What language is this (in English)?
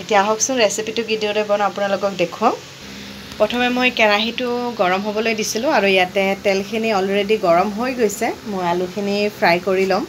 Assamese